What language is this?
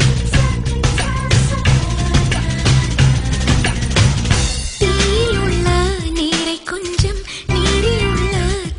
Tamil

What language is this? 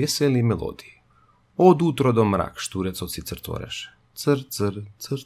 Macedonian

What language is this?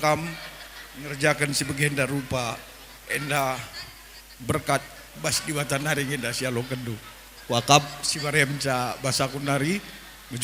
Batak Karo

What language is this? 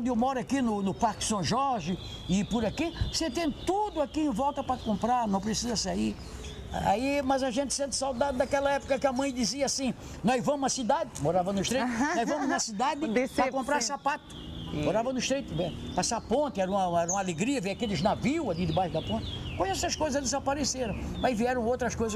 Portuguese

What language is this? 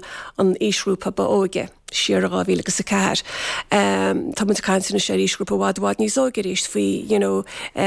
Irish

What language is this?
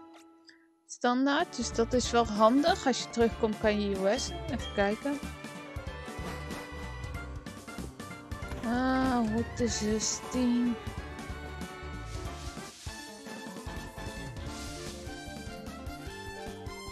Dutch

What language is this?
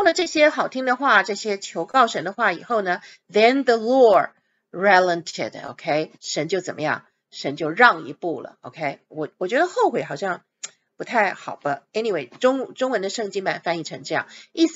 Chinese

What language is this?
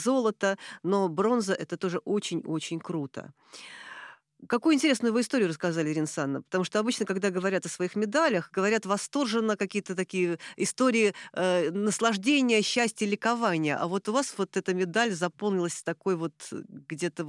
Russian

